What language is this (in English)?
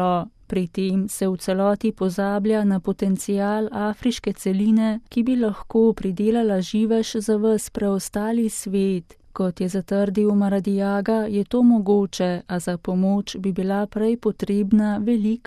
Slovenian